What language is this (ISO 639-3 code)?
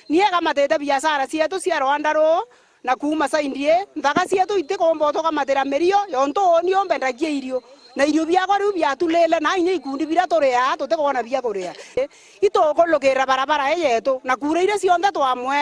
mer